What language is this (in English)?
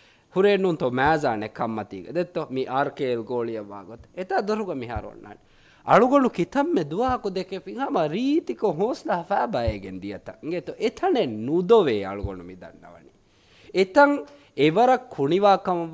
Divehi